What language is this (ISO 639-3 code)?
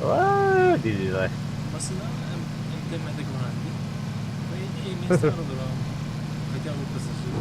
sah